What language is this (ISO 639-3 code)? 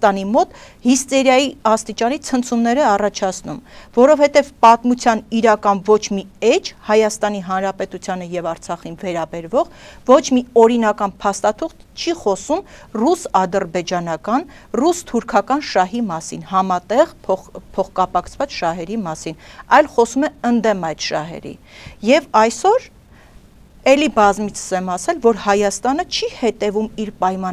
hye